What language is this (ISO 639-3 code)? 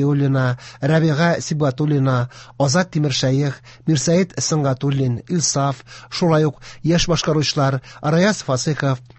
tat